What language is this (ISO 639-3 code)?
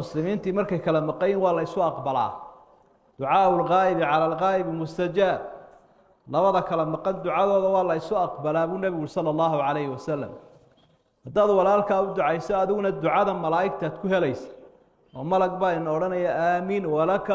som